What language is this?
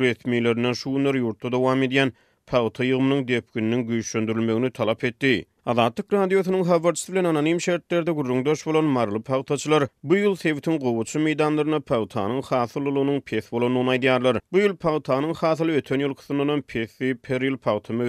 Turkmen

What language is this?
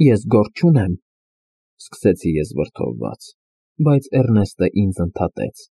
Armenian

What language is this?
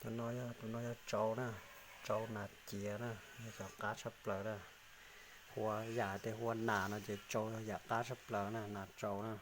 Hmong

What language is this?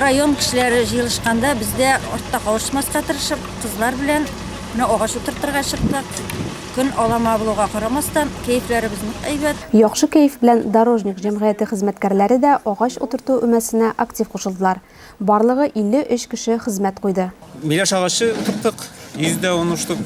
Tatar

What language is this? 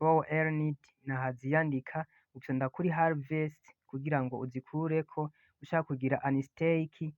Rundi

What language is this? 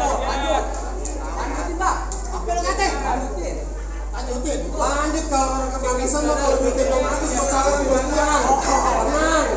Betawi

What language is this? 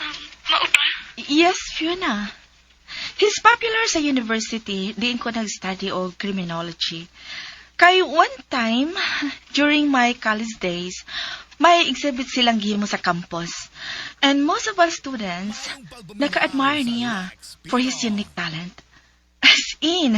Cebuano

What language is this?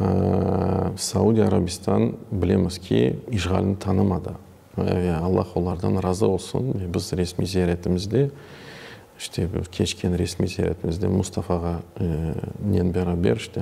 Crimean Tatar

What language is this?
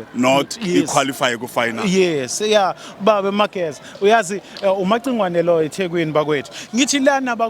Zulu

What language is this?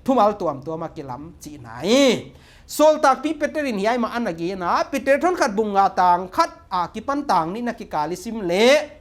Paite Chin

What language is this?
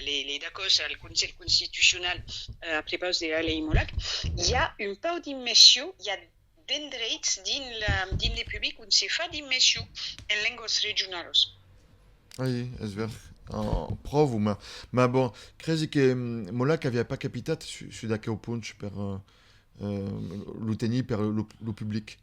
Occitan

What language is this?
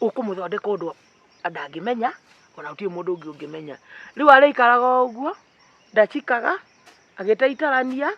Kikuyu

